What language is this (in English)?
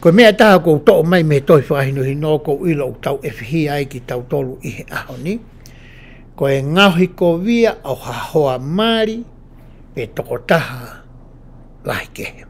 Tongan